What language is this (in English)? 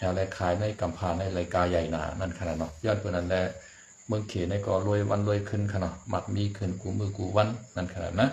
Shan